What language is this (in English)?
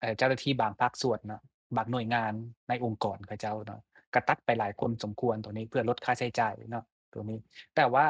Lao